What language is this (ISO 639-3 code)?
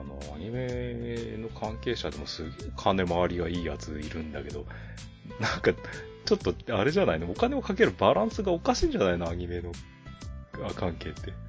jpn